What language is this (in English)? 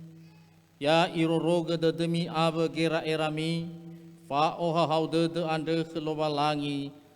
Nias